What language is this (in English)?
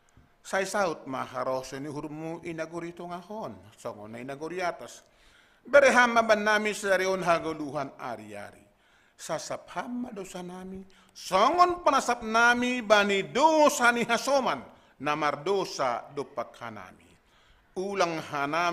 Batak Simalungun